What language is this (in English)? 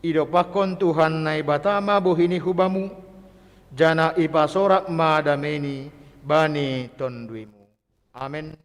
Batak Simalungun